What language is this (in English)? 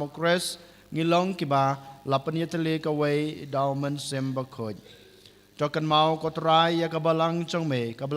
Khasi